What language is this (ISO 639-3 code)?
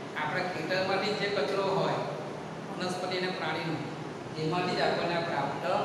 guj